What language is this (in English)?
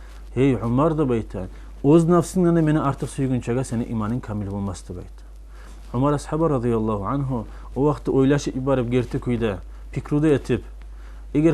Kumyk